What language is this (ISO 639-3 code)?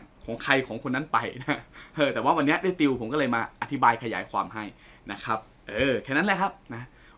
tha